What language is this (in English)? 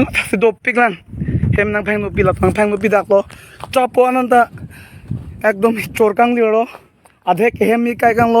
Karbi